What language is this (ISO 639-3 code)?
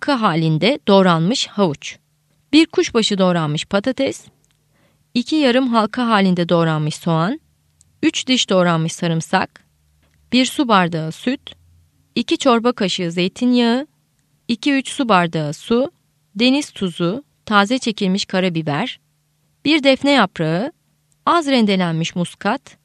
tur